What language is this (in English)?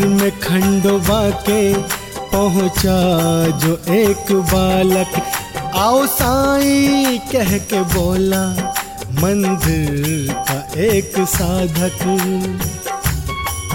Hindi